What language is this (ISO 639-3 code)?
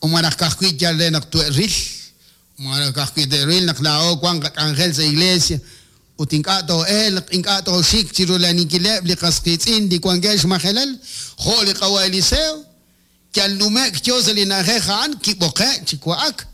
kek